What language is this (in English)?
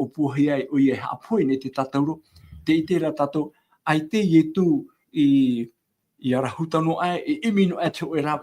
Tahitian